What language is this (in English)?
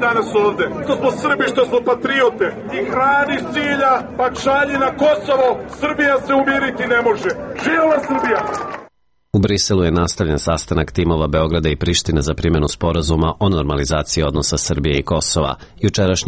Serbian